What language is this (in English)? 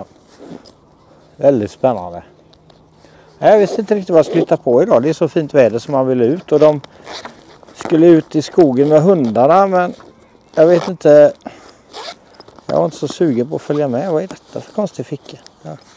Swedish